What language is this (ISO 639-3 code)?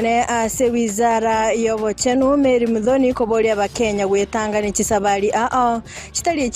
guz